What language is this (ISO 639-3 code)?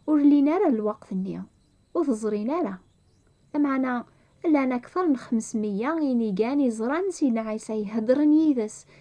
kab